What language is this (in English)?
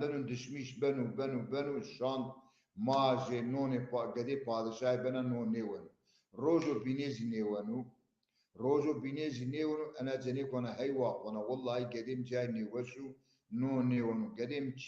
Zaza